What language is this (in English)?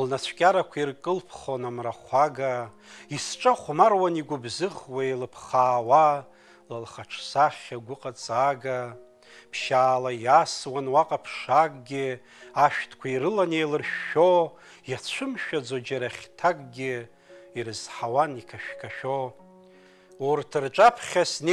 Abkhazian